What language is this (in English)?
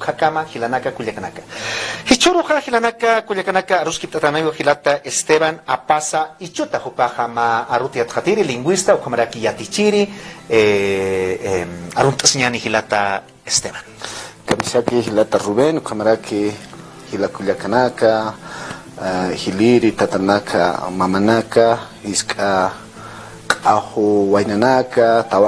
Aymara